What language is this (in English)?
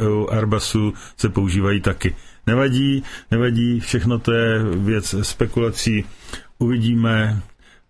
Czech